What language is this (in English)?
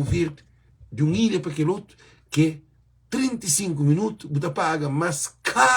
Kabuverdianu